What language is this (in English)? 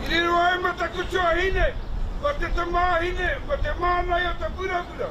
Māori